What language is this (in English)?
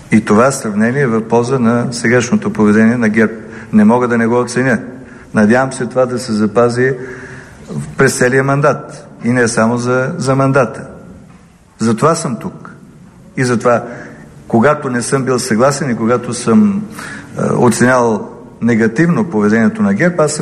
Bulgarian